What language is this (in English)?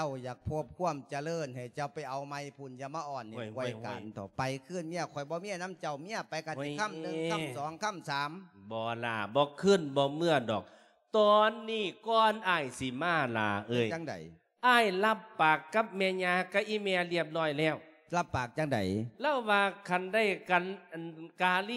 Lao